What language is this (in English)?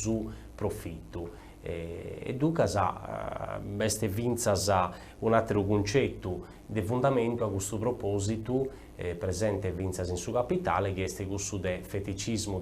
Sardinian